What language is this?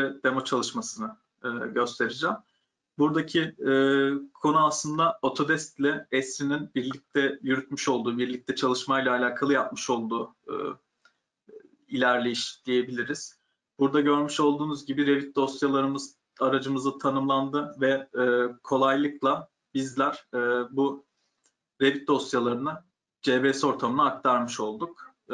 Turkish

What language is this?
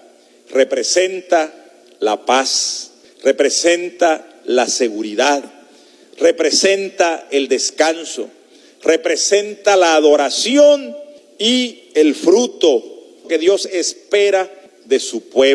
Spanish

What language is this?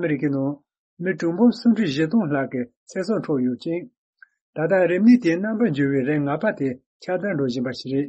Tibetan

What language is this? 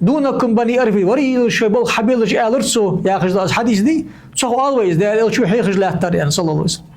Ingush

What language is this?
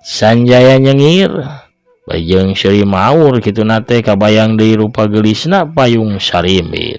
Sundanese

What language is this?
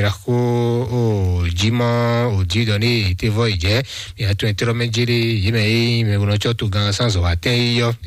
Fon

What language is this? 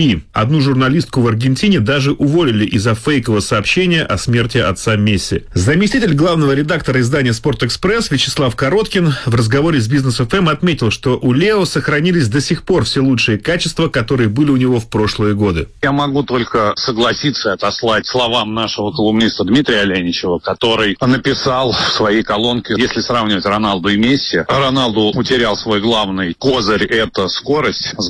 Russian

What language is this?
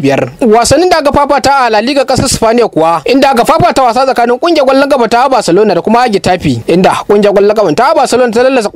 Hausa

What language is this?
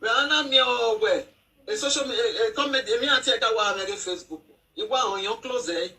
Nigerian Pidgin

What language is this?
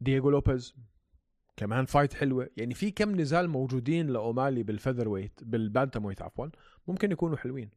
North Levantine Arabic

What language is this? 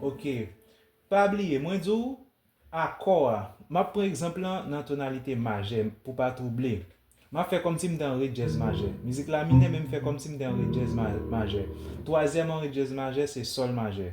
Haitian Creole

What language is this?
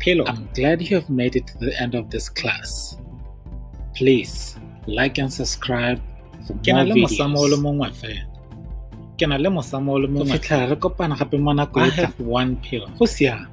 Tswana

